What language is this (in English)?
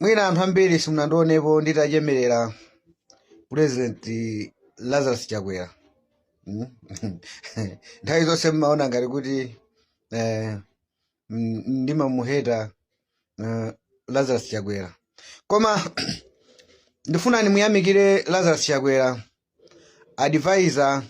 Nyanja